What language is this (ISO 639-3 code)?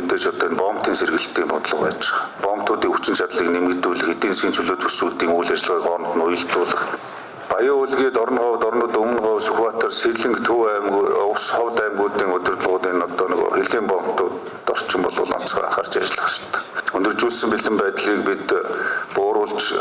mon